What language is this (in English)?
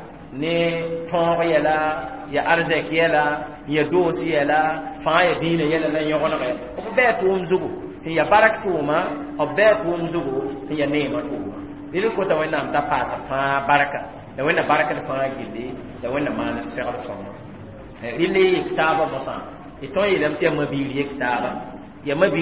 Mossi